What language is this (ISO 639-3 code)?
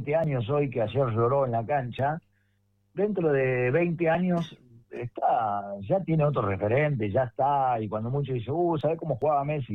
spa